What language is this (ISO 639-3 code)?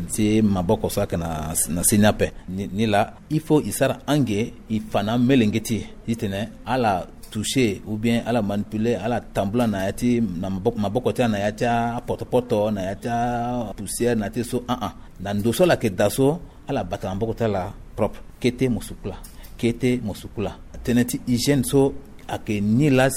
sag